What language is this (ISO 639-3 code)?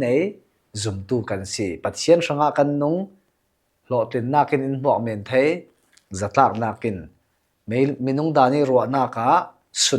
cfm